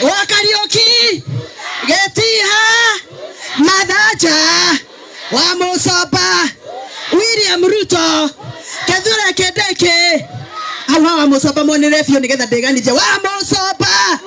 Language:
Kikuyu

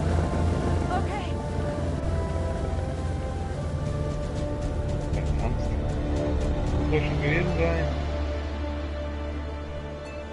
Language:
German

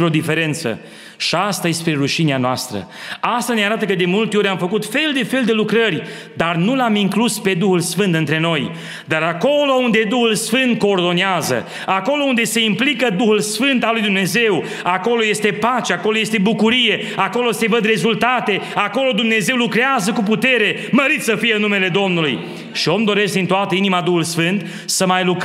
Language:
Romanian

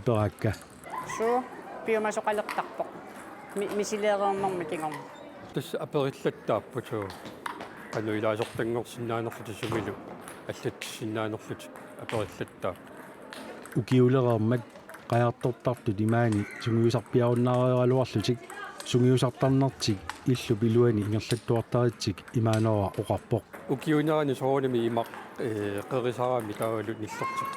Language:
Kalaallisut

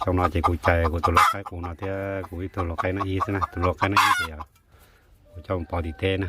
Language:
Hmong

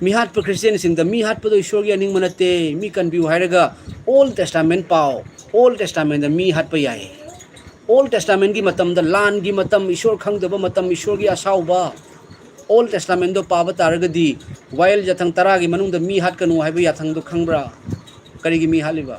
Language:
Manipuri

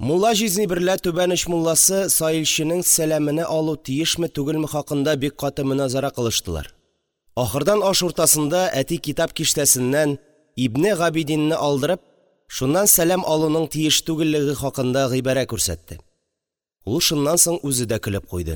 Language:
Tatar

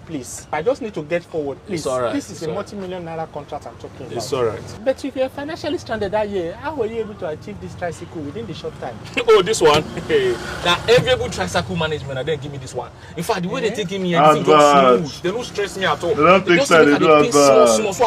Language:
Nigerian Pidgin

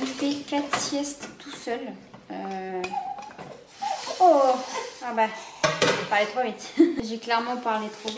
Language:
French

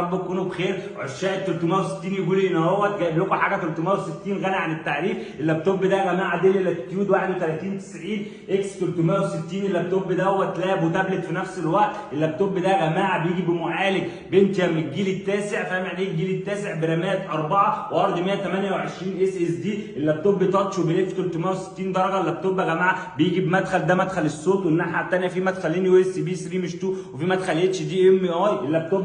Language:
Egyptian Arabic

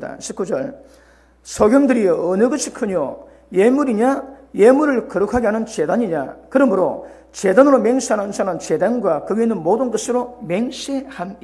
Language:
Korean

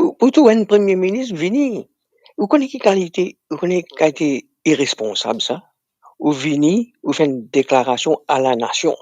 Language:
Morisyen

